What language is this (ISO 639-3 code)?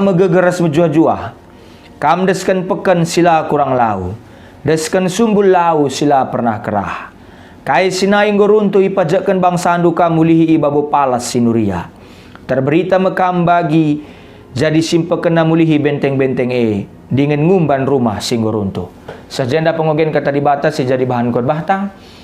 btx